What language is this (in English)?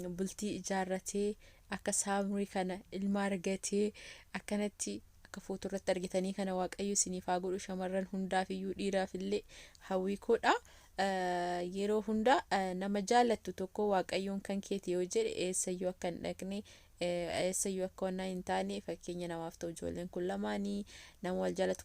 Oromo